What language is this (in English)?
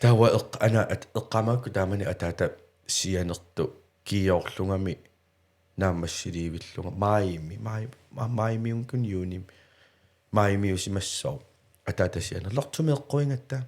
Kalaallisut